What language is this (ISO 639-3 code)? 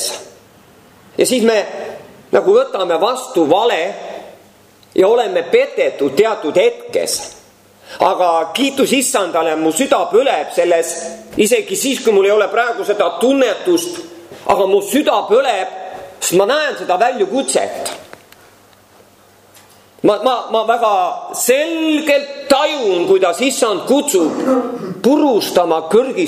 est